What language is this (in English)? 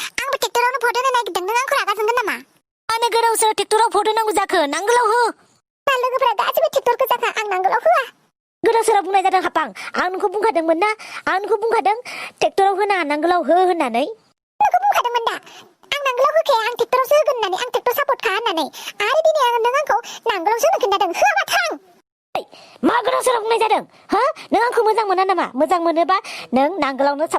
Bodo